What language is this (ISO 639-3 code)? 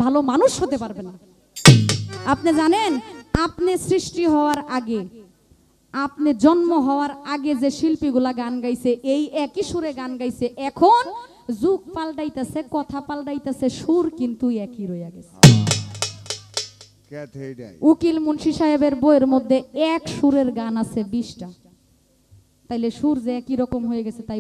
ben